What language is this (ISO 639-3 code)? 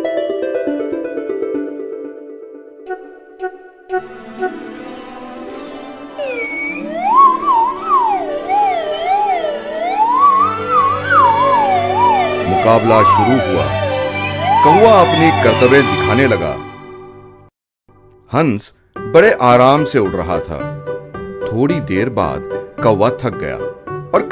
hin